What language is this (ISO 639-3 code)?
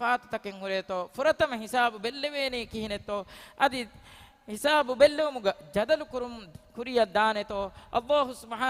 div